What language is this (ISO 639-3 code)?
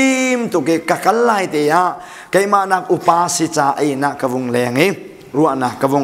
cnh